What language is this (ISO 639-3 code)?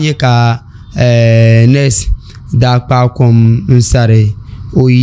dag